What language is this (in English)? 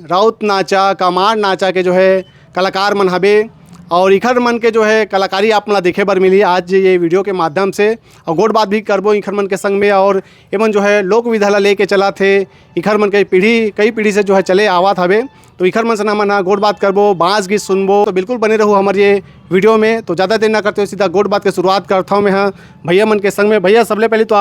Chhattisgarhi